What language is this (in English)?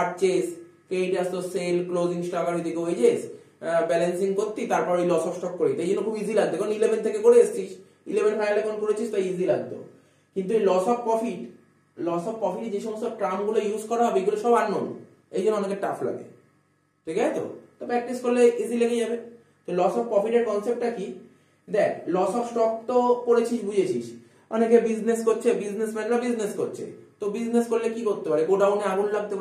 Bangla